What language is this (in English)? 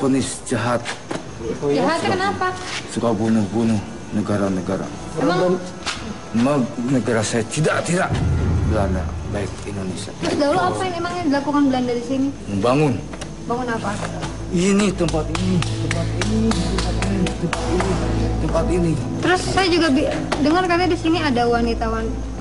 Indonesian